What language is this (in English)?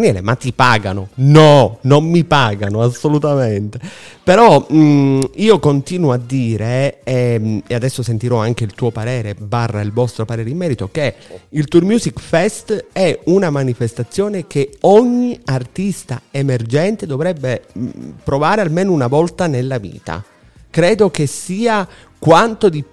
Italian